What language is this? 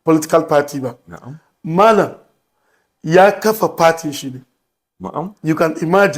Hausa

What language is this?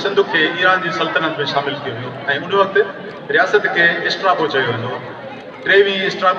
Sindhi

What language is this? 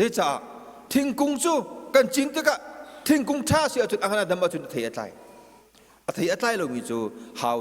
Hakha Chin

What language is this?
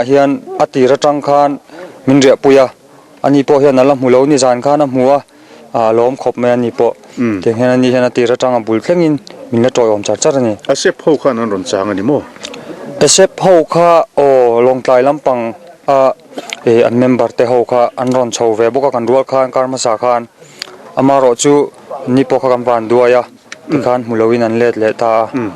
Mizo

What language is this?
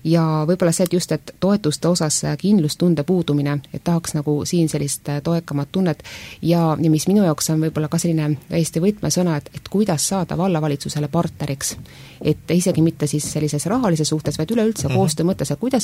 Estonian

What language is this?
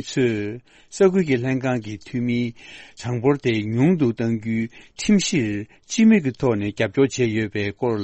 Tibetan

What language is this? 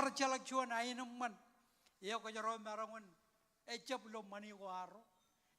Marshallese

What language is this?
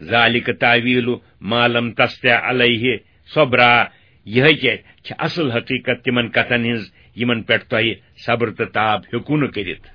Kashmiri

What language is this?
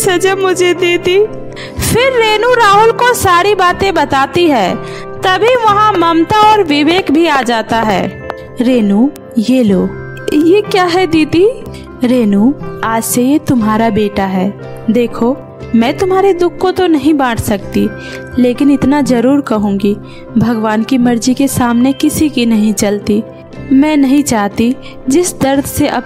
Hindi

